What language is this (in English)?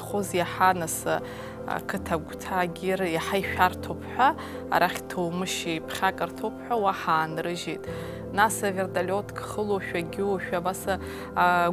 Abkhazian